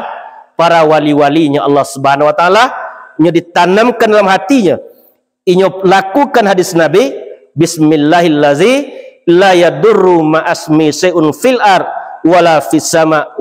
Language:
Minangkabau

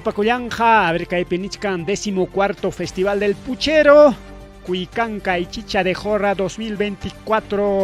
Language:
Ayacucho Quechua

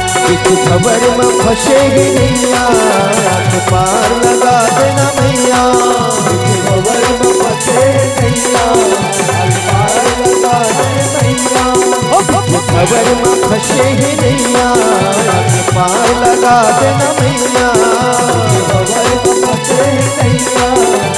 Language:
Chhattisgarhi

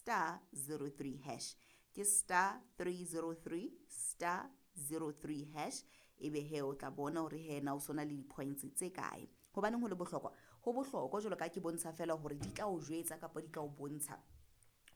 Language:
Southern Sotho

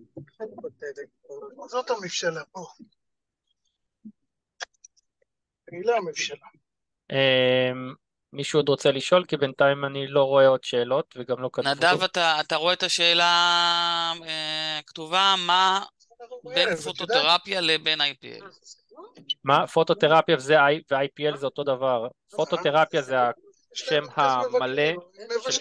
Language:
Hebrew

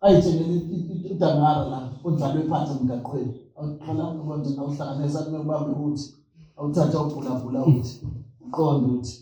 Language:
Zulu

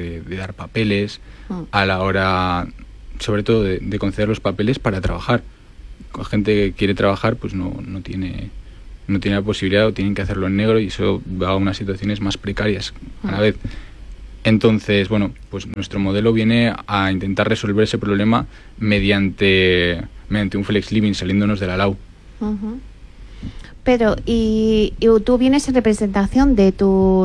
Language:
Spanish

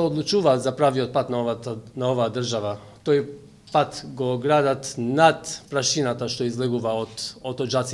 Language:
Macedonian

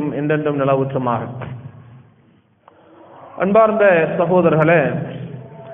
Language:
Tamil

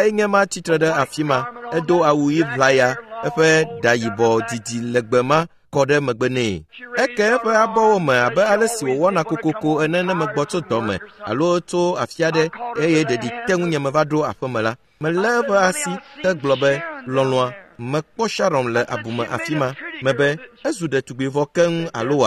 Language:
Ewe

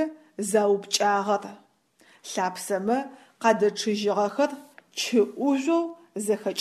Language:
Adyghe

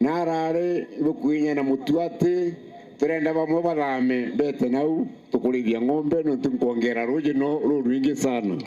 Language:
Meru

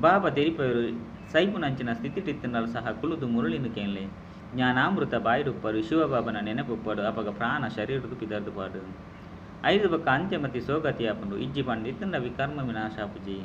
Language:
Tulu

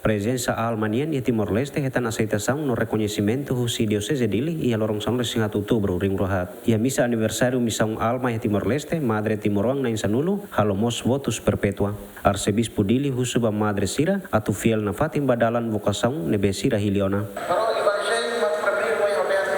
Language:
Tetum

